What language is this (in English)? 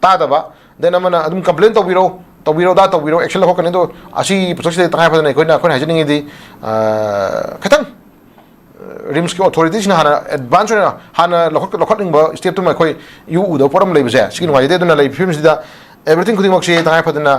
Manipuri